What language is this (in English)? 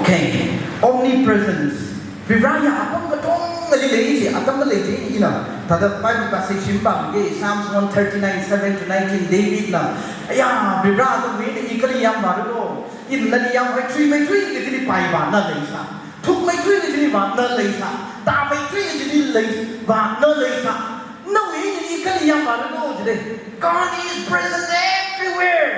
Tangkhul Naga (India)